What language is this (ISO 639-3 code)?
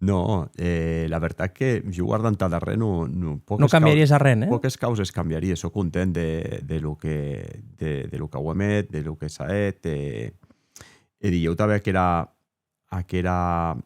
oci